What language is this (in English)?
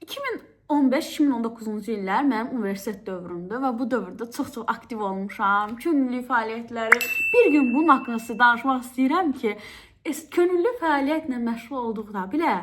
Azerbaijani